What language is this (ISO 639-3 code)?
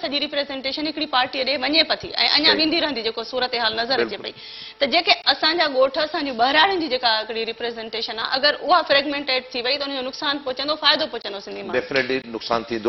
snd